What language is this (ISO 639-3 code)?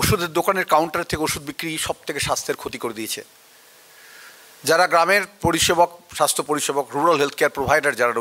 ben